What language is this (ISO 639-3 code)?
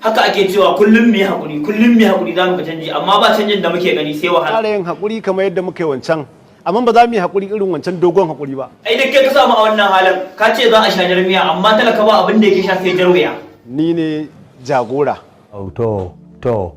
hau